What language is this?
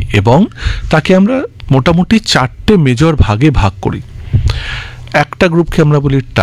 Bangla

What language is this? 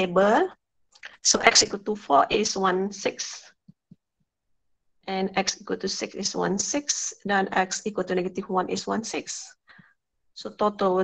Malay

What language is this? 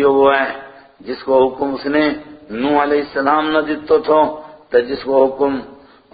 Gujari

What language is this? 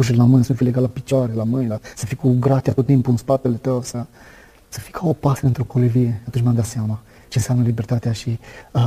Romanian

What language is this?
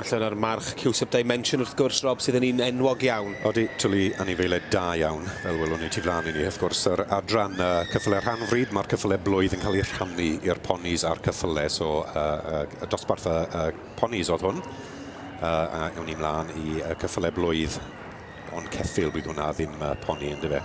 Welsh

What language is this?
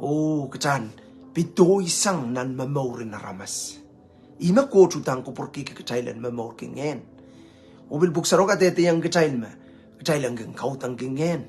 Pohnpeian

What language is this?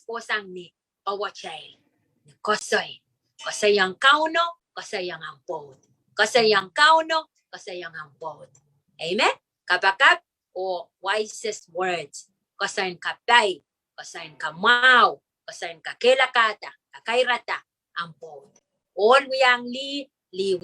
Pohnpeian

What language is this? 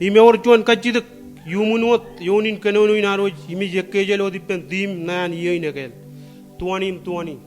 Marshallese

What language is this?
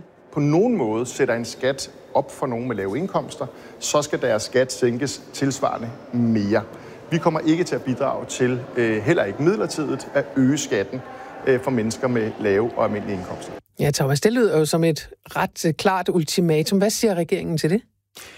Danish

